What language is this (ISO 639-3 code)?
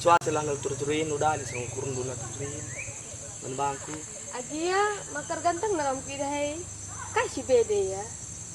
btx